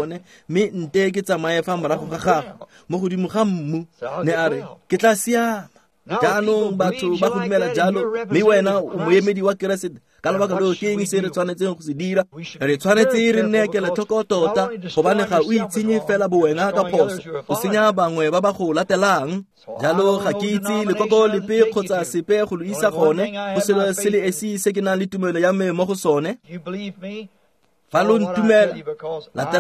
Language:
Tswana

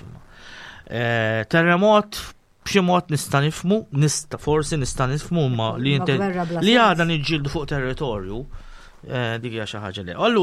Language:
Maltese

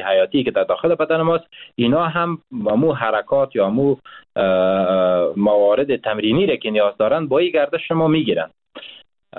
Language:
Persian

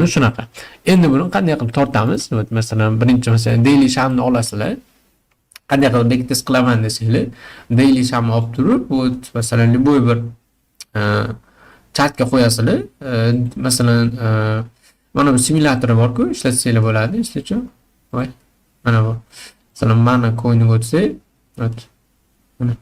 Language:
Uzbek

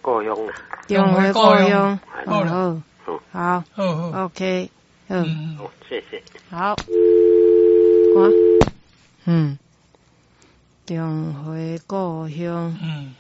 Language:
Min Nan Chinese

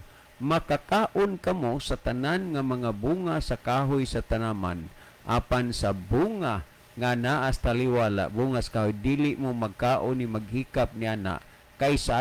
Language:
Cebuano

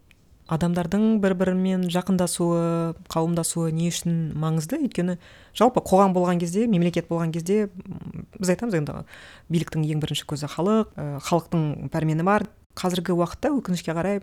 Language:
Kazakh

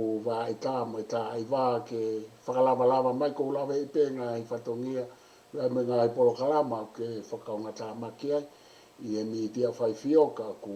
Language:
Tongan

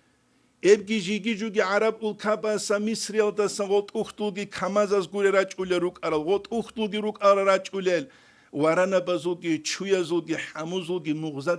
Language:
Avaric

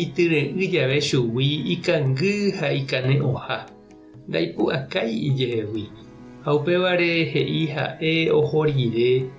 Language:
Guarani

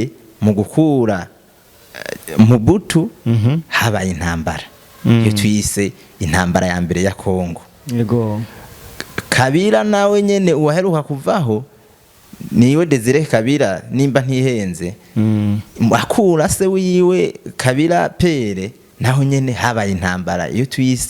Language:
Rundi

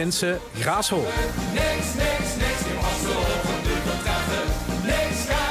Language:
Limburgish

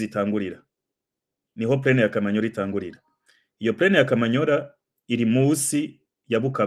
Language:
Rundi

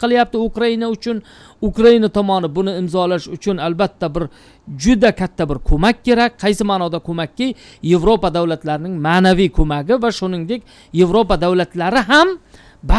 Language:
Uzbek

